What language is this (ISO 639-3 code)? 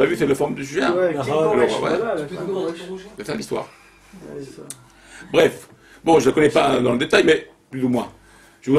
fra